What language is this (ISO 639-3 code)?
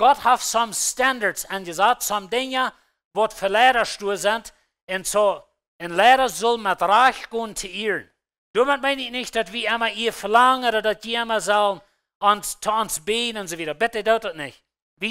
pdt